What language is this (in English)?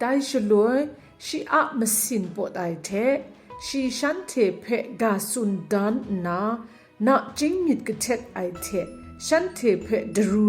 Kachin